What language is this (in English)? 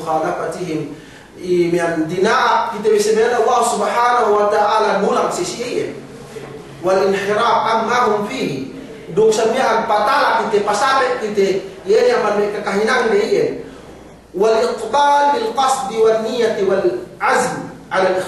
Yakan